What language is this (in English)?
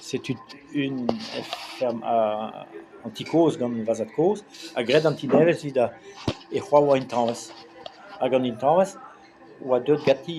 Breton